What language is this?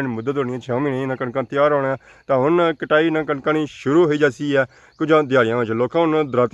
Pahari-Potwari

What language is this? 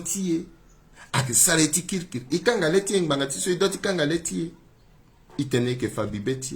Sango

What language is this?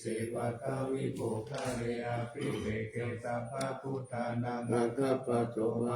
Pali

